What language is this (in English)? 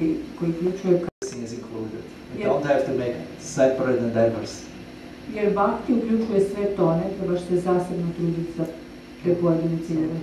Croatian